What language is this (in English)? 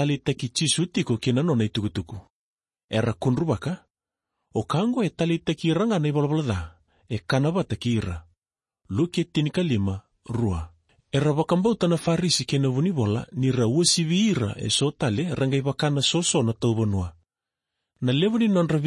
Fijian